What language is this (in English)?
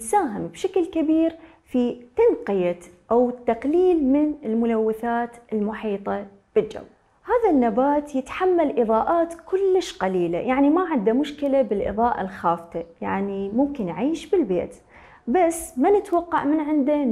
Mesopotamian Arabic